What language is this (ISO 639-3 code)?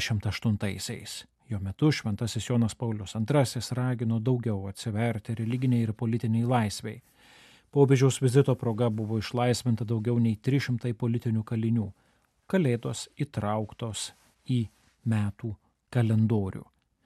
lit